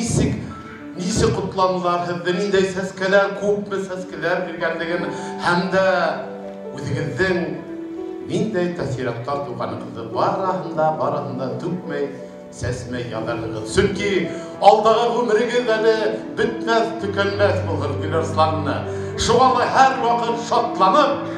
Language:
Bashkir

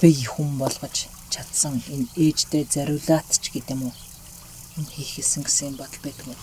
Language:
Mongolian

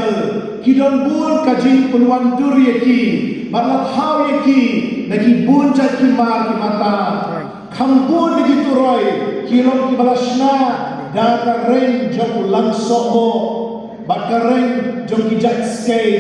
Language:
Khasi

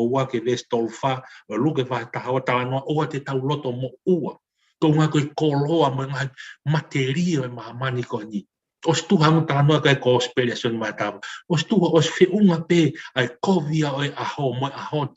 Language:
Tongan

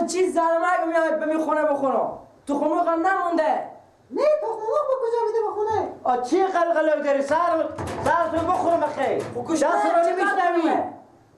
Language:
Persian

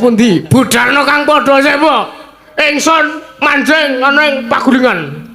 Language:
Javanese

